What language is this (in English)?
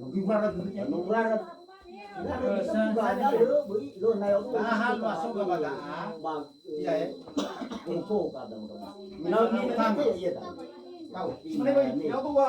Nias